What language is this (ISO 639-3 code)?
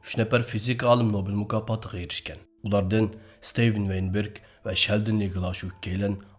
uig